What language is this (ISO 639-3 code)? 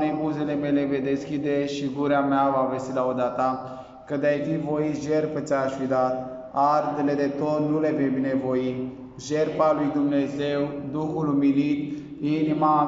ron